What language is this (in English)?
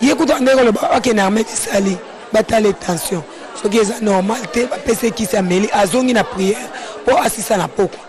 Lingala